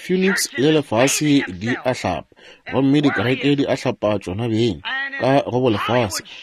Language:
Northern Sotho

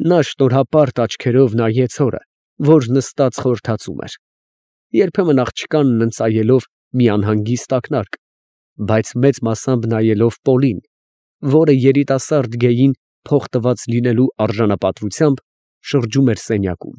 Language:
Armenian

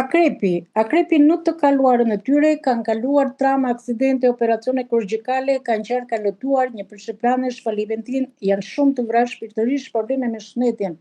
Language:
Albanian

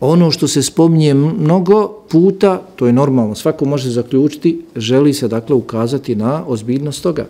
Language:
Bosnian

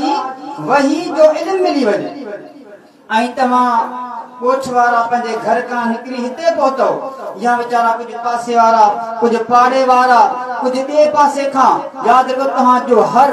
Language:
Sindhi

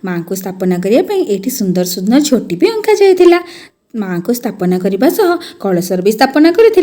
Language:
Odia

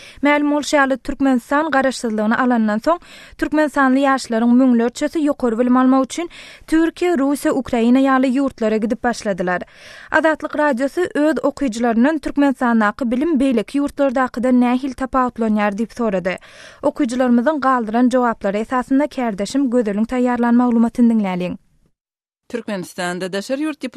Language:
Turkmen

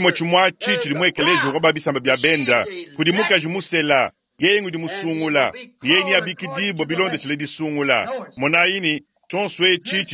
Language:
Luba-Lulua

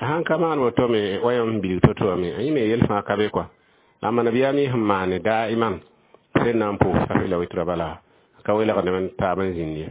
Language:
Mossi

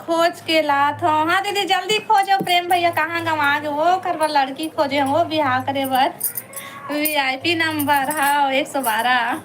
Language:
Chhattisgarhi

